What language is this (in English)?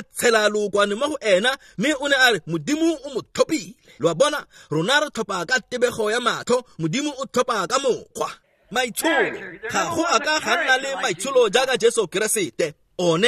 Tswana